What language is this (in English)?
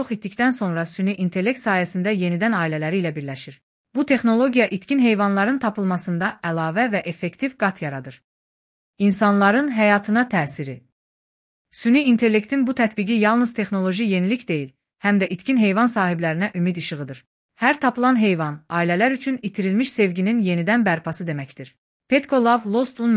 Azerbaijani